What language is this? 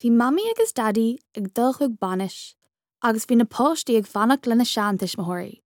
Irish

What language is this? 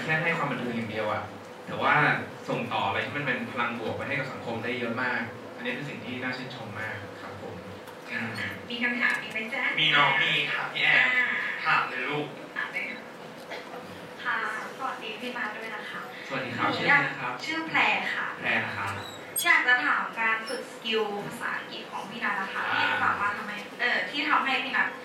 Thai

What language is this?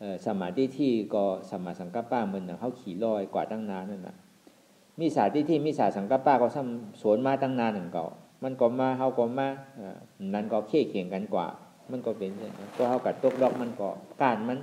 Shan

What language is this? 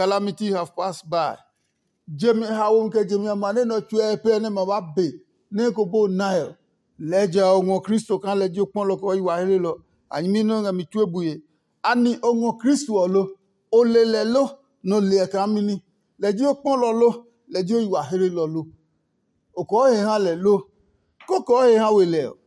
Adangme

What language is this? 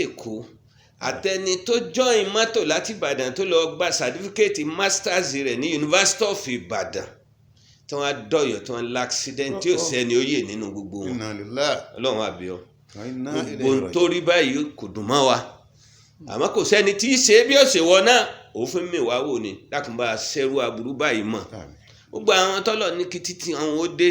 Yoruba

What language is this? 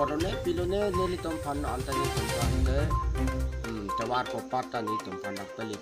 Karbi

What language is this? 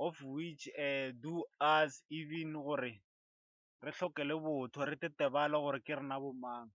Northern Sotho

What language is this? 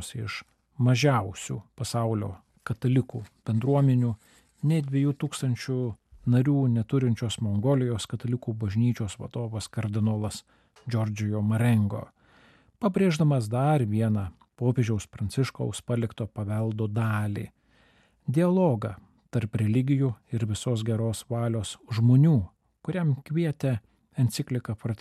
Lithuanian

